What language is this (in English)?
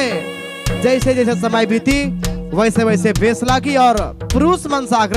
Sadri